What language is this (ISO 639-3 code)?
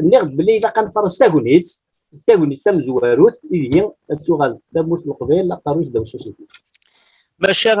kab